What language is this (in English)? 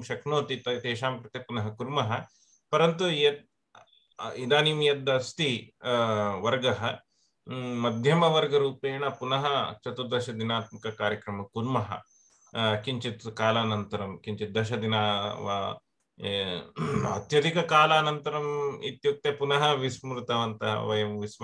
Sanskrit